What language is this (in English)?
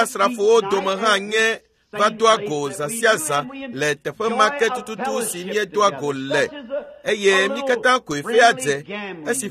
Ewe